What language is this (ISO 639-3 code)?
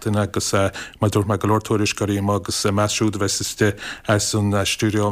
gle